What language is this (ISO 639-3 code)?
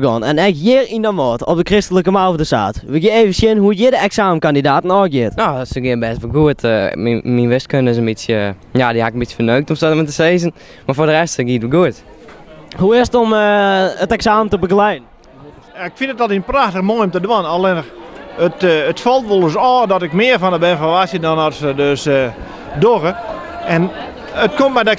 fry